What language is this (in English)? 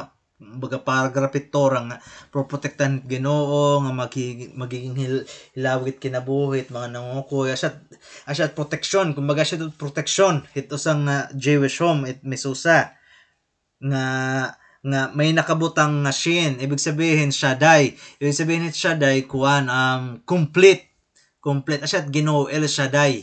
Waray